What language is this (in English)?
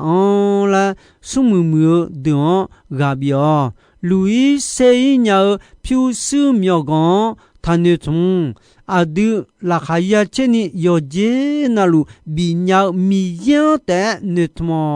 Akha